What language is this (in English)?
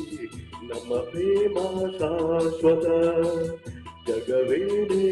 Kannada